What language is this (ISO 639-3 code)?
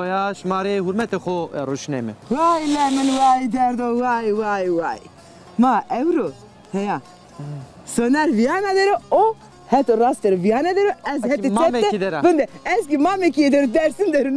zza